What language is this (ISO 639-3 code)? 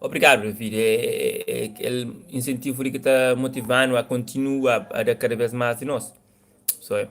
kea